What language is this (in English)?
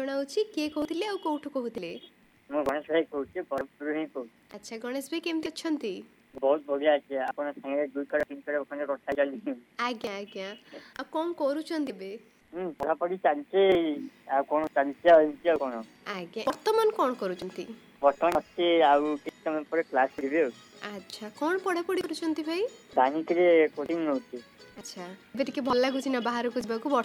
Odia